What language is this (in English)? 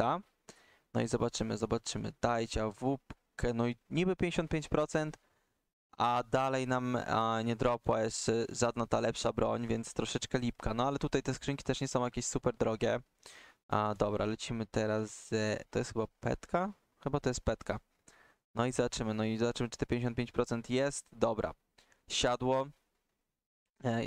Polish